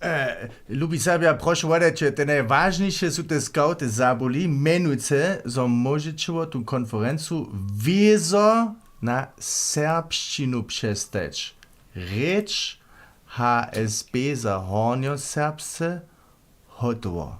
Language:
Upper Sorbian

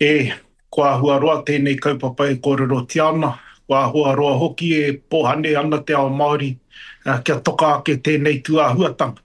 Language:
Māori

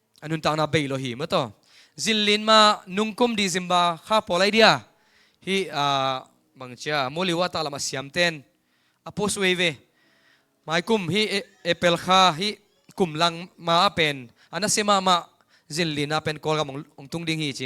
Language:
Tedim Chin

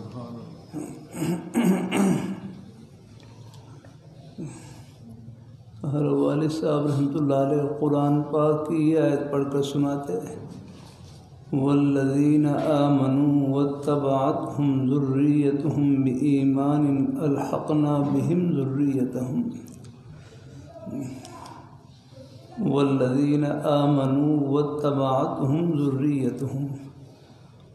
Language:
Urdu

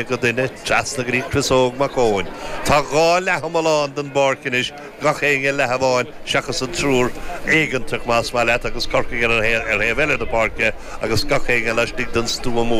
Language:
Irish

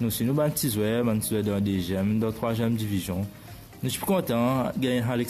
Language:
Morisyen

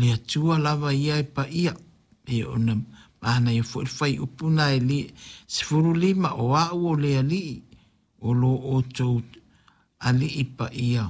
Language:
Samoan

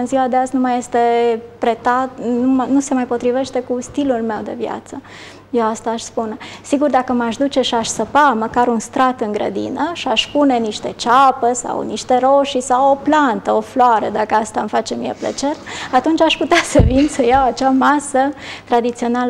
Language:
Romanian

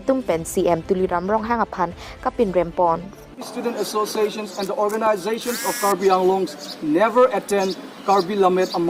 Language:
Karbi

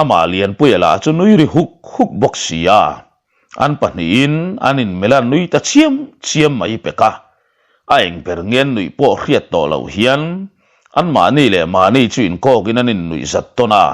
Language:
Mizo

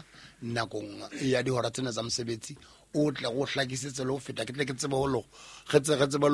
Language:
Southern Sotho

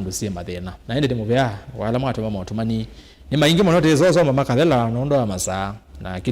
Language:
Kamba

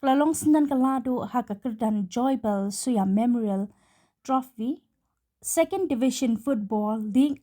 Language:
Khasi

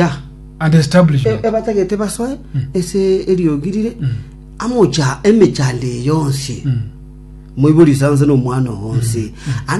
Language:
Gusii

